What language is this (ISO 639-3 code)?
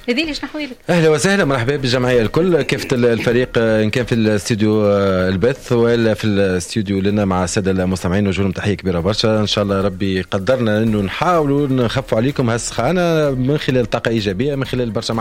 aeb